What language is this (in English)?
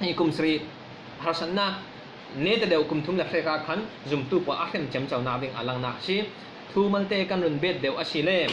Falam Chin